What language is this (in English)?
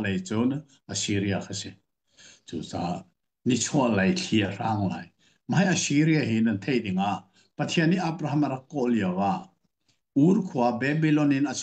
Hakha Chin